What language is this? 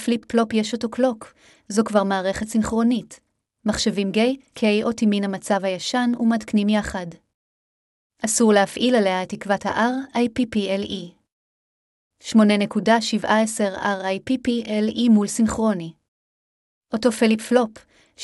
Hebrew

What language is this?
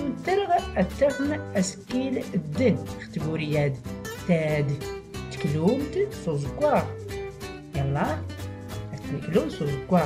Tachelhit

